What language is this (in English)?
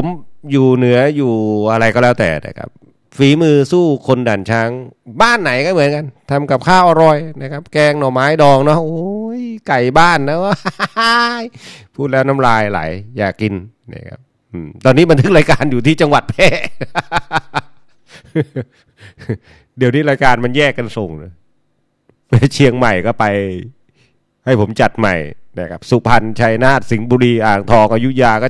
Thai